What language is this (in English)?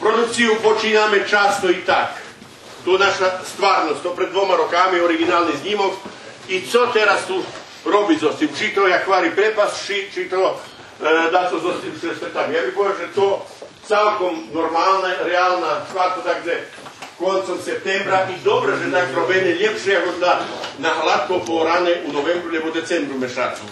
Rusyn